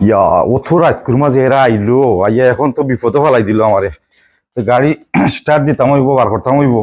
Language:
Sylheti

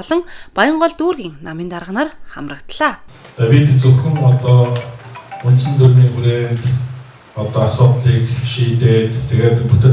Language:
Mongolian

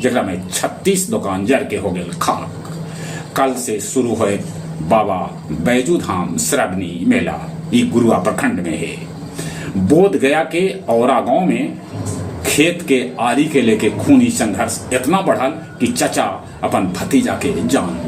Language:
Magahi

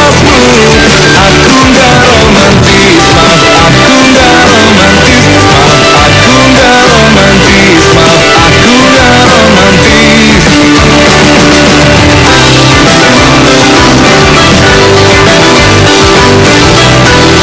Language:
Indonesian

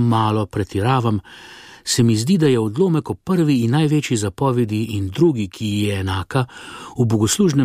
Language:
Slovenian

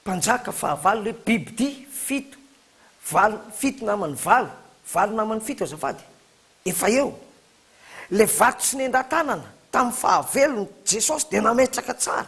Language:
Malagasy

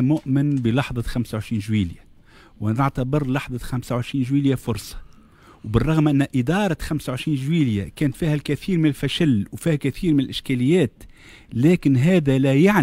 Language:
Tunisian Arabic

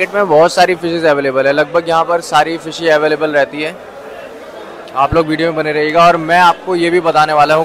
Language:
Hindi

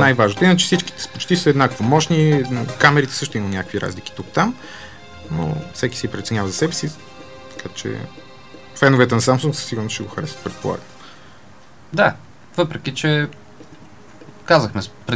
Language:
Bulgarian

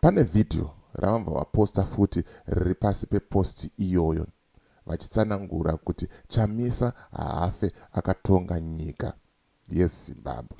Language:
Shona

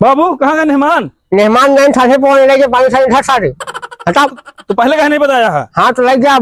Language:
Awadhi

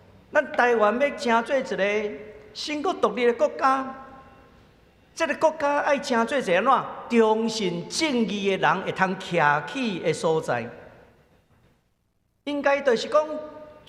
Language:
Min Nan Chinese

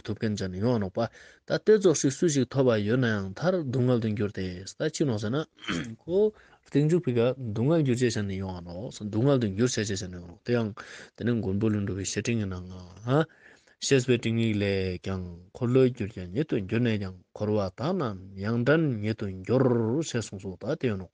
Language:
Ladakhi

